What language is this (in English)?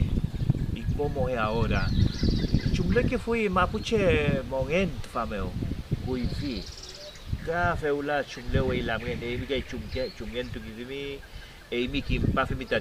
Mapuche